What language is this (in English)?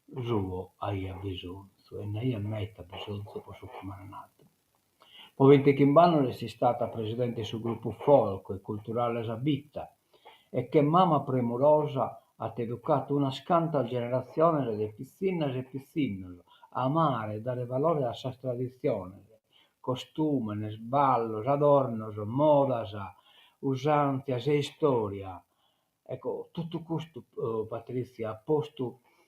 Sardinian